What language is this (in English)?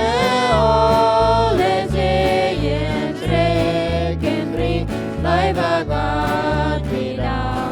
Plautdietsch